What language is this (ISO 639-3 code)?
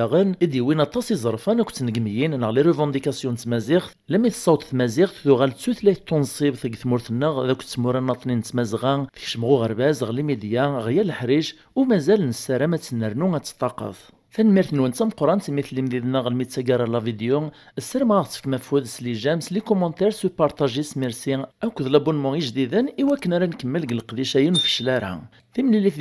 kab